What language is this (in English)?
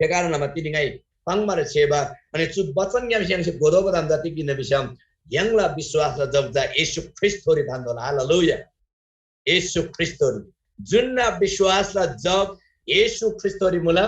Eastern Tamang